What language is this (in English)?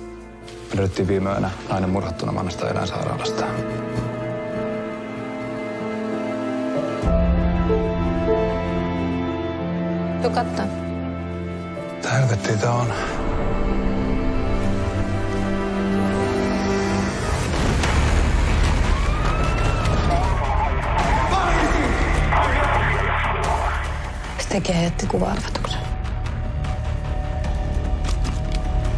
Finnish